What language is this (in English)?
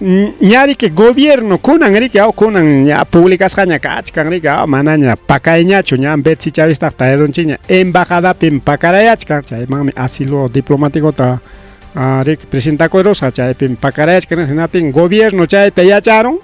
Ayacucho Quechua